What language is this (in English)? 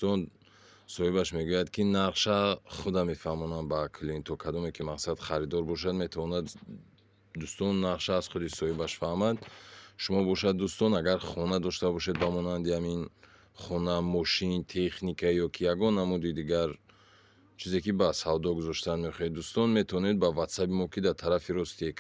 Tajik